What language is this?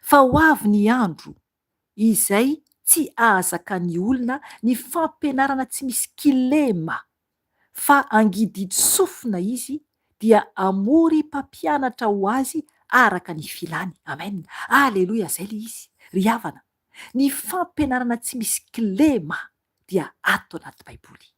Malagasy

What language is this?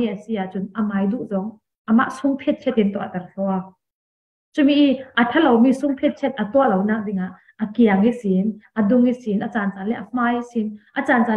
Falam Chin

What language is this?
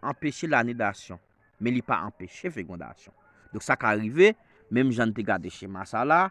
Haitian Creole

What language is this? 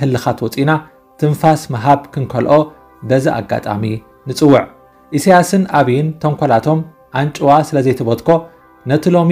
Tigrinya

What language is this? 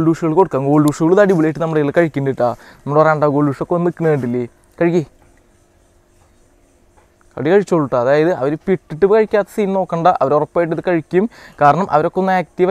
Malayalam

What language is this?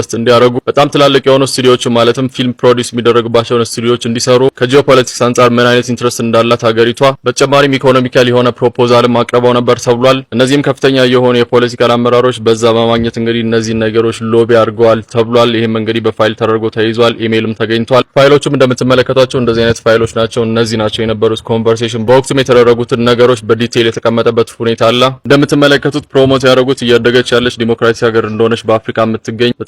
Amharic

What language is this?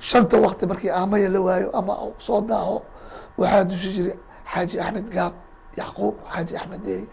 Somali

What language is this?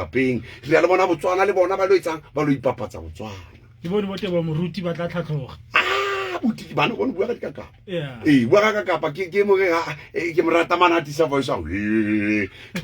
Southern Sotho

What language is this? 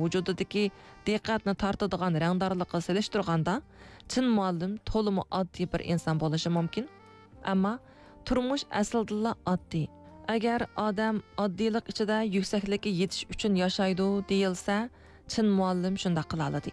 Uyghur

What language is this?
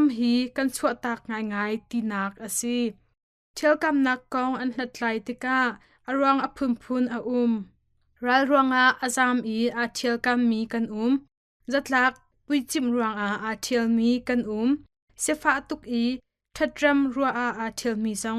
Hakha Chin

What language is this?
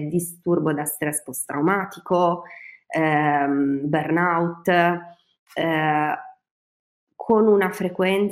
Italian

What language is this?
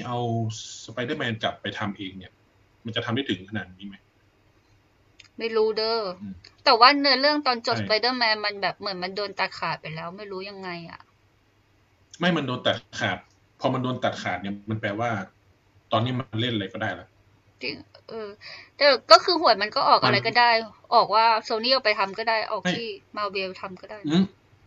Thai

